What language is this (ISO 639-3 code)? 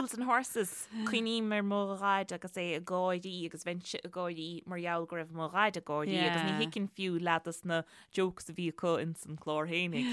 gle